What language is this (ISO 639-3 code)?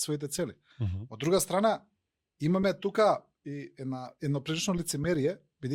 mkd